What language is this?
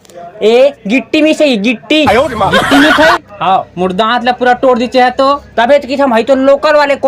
Chhattisgarhi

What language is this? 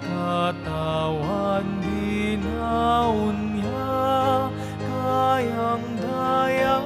Pampanga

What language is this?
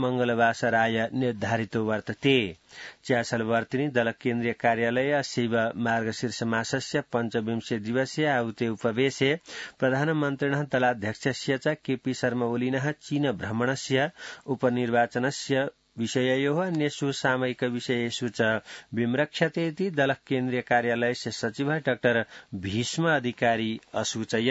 Sanskrit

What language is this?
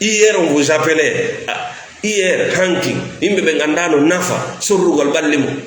Fula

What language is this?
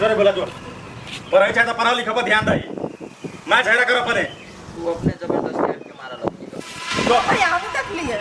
Maithili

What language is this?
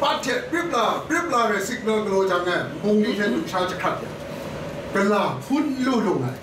Kachin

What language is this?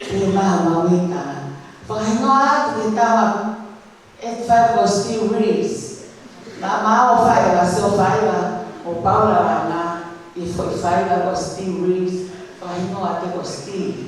Tongan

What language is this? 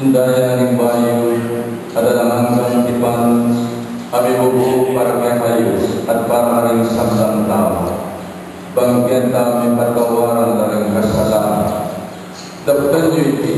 Pampanga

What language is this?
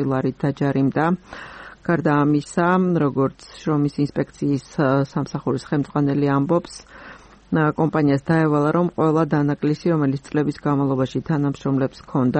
Georgian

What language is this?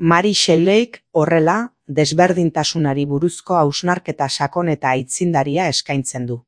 Basque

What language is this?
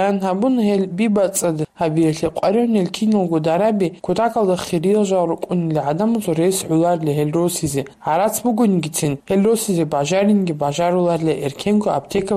Avaric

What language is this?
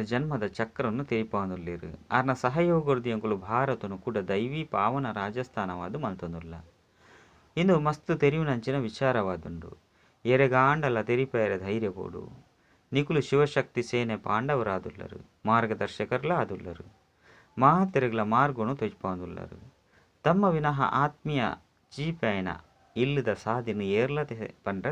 Tulu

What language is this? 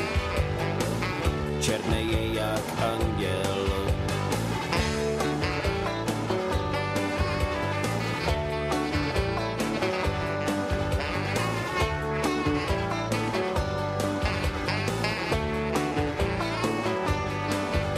Czech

